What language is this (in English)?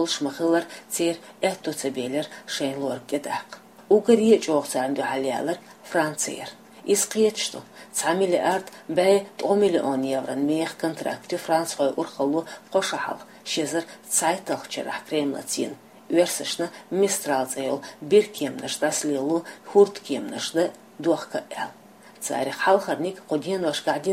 Chechen